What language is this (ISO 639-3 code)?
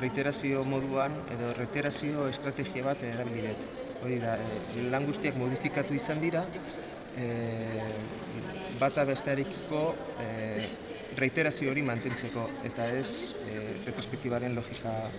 eus